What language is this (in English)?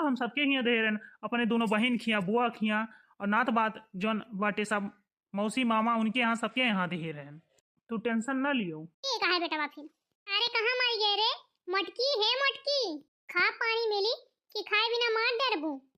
Awadhi